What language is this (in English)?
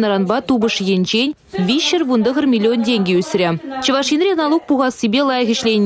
Chuvash